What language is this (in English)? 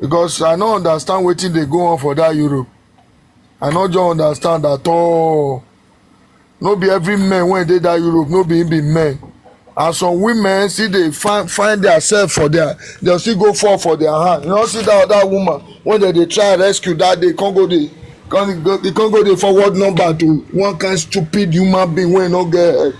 Nigerian Pidgin